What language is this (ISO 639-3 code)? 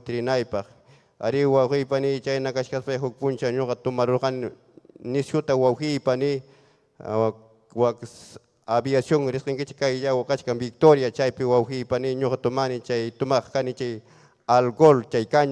quy